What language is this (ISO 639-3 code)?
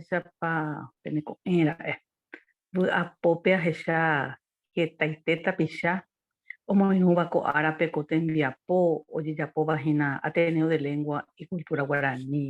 grn